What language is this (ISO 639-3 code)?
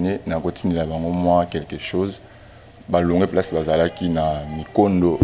lin